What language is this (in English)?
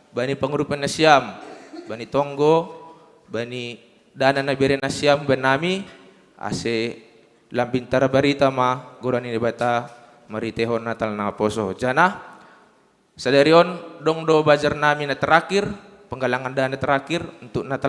Batak Simalungun